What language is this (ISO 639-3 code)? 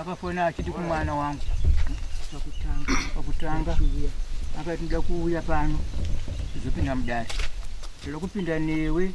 sna